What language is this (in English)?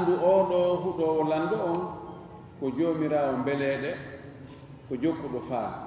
Fula